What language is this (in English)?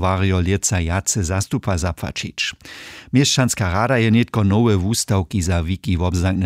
Upper Sorbian